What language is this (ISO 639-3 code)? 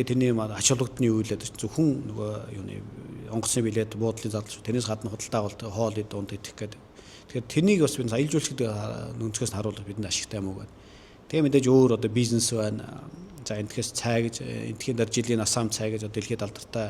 mon